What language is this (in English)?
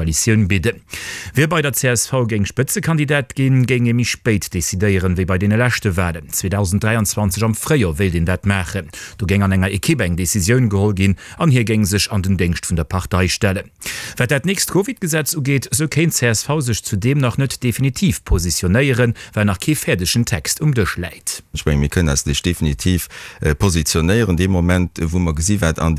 Luxembourgish